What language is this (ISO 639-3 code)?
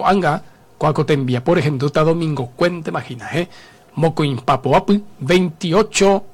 grn